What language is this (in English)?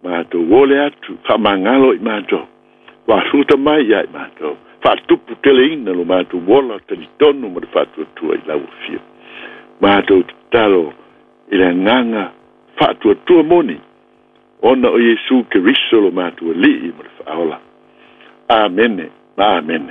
Samoan